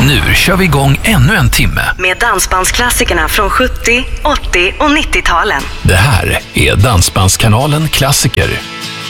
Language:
Swedish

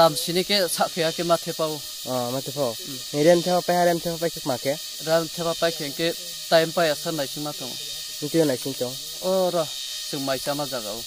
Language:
Riang (India)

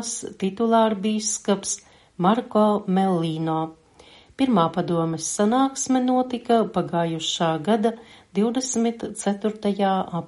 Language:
Latvian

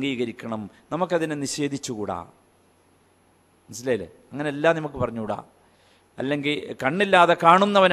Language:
Malayalam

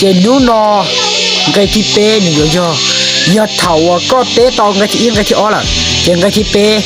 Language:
Hmong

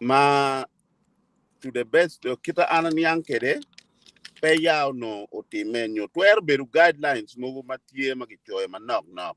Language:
Acoli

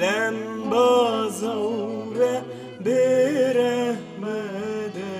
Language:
Kurdish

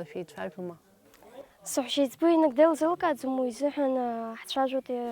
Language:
Abkhazian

